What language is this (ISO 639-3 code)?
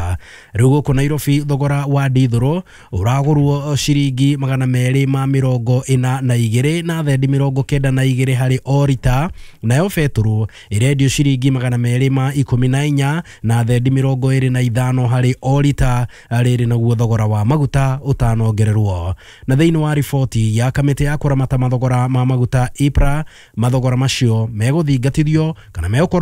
kik